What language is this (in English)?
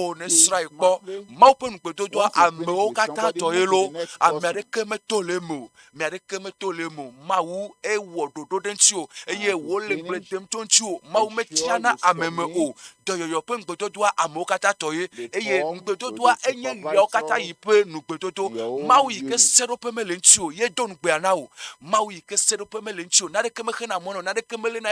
Ewe